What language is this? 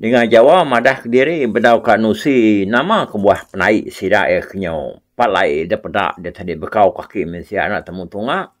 Iban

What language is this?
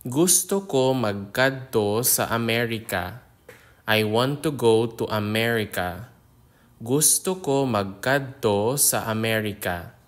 Hiligaynon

